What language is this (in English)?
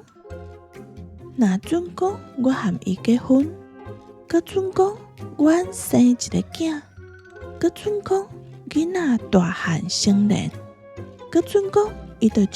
Min Nan Chinese